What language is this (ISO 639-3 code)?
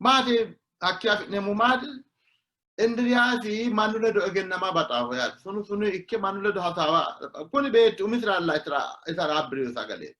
sid